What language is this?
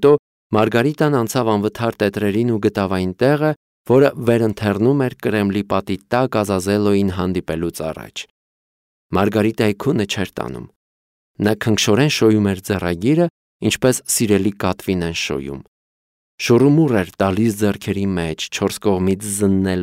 Armenian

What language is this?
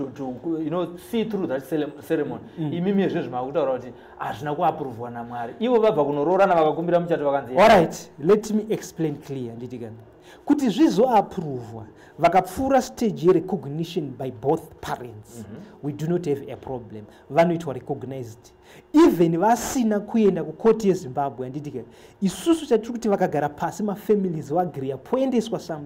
Shona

